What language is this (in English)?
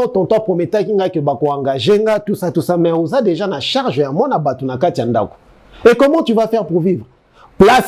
Lingala